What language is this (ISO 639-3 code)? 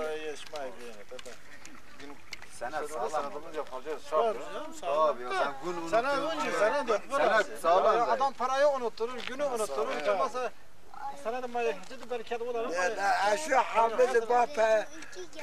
tur